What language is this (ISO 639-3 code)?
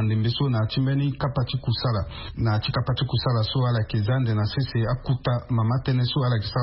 sag